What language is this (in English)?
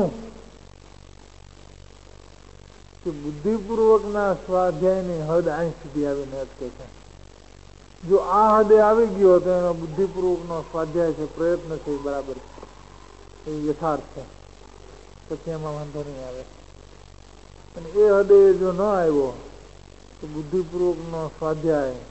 Gujarati